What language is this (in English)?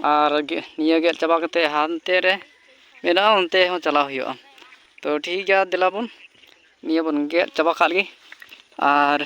Santali